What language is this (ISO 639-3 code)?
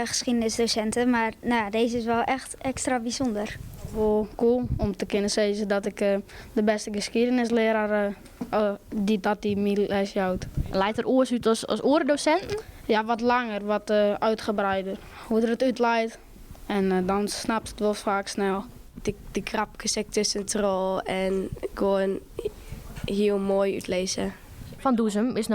fry